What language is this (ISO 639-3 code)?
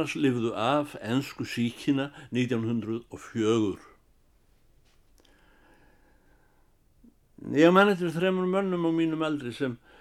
isl